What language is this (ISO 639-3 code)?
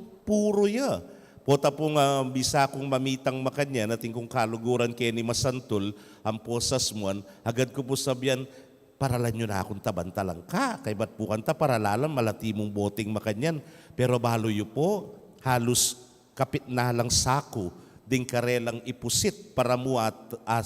pam